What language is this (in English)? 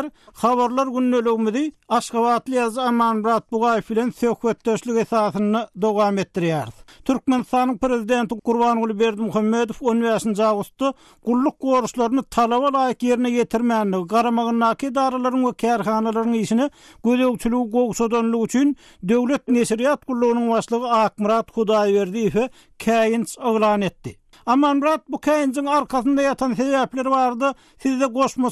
Turkmen